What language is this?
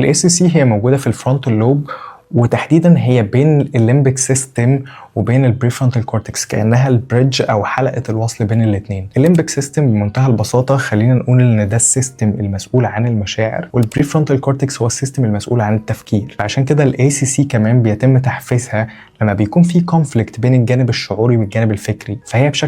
Egyptian Arabic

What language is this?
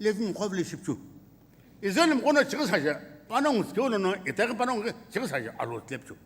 Sumi Naga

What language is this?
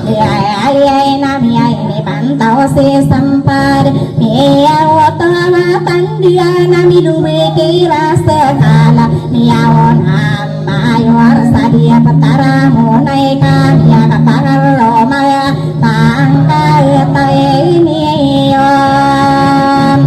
Maranao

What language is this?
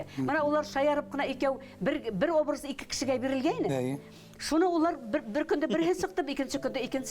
Bashkir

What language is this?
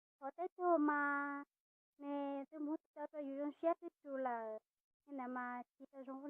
Hmong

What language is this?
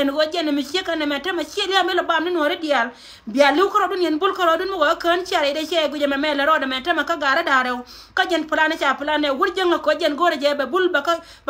Nuer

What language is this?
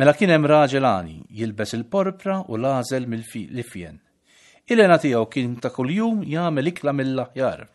Maltese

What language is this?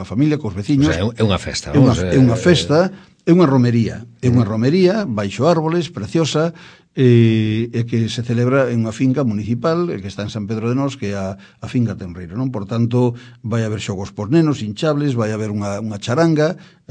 Galician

